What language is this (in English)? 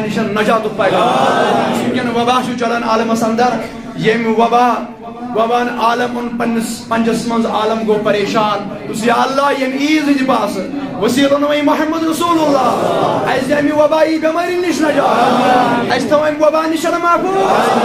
Kashmiri